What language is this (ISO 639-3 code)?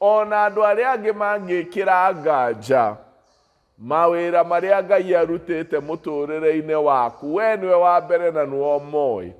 kik